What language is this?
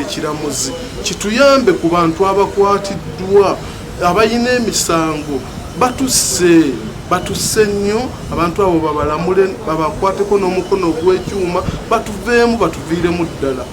Ganda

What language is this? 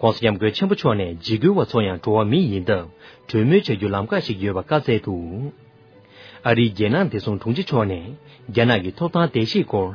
Tibetan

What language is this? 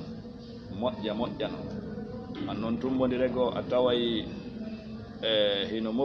Fula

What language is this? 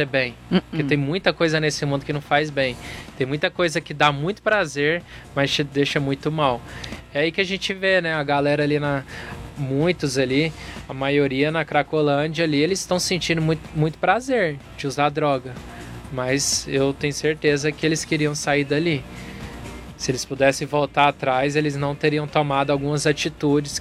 Portuguese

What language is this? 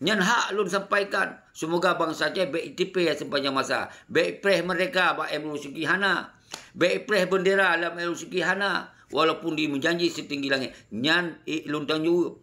Achinese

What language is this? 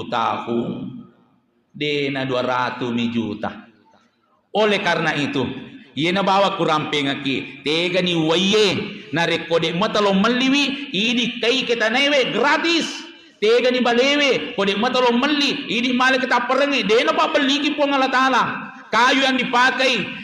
Buginese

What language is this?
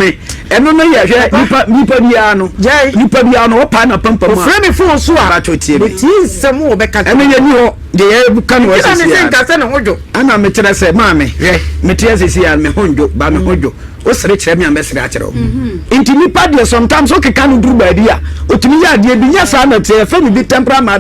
Akan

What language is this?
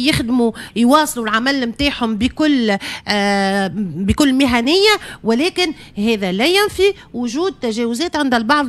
Tunisian Arabic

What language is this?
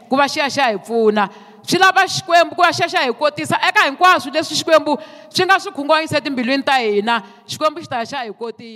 Tsonga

